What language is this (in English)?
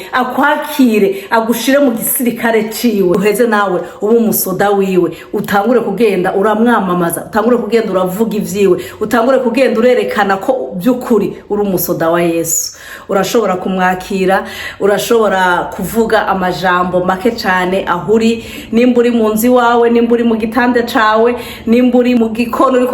Rundi